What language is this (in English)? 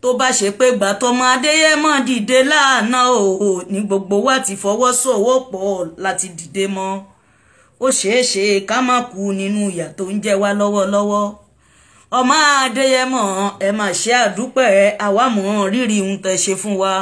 Yoruba